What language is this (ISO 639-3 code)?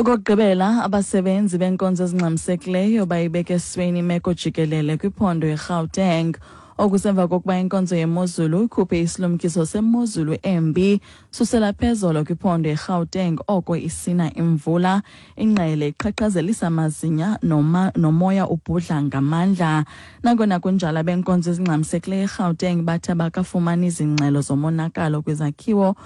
xho